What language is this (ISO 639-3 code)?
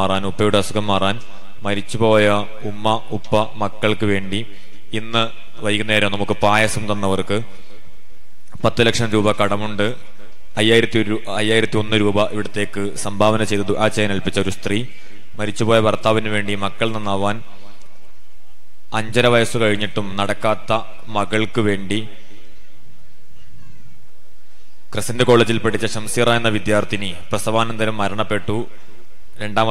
mal